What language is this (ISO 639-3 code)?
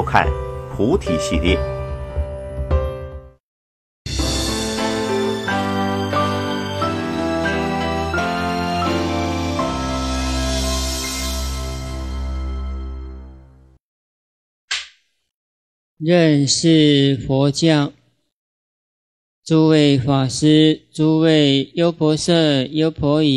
zho